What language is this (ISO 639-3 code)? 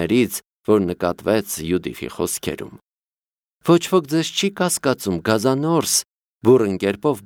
hye